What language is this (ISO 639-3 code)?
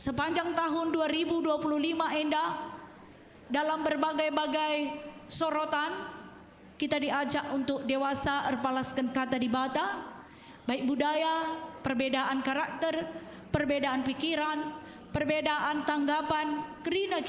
btx